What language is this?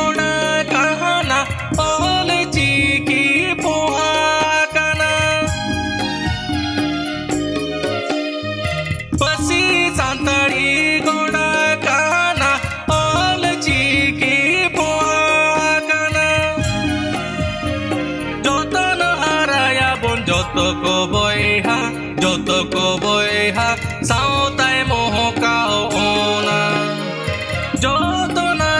Santali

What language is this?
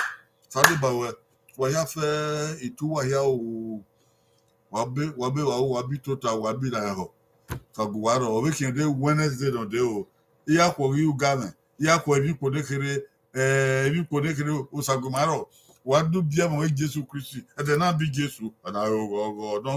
Bini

